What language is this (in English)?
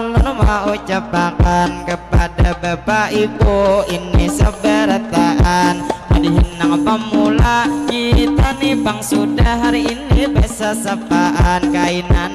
Banjar